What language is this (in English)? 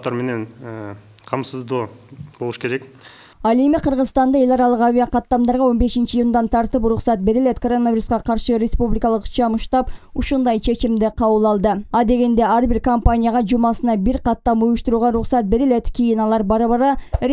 Kyrgyz